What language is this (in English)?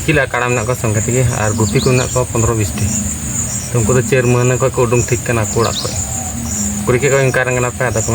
Santali